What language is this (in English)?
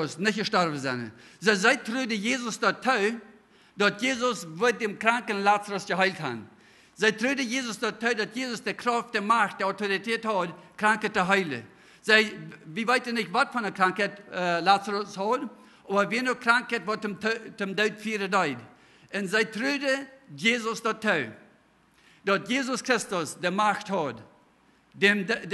Plautdietsch